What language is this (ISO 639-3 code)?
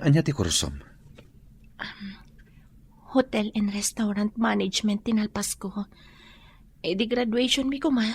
ilo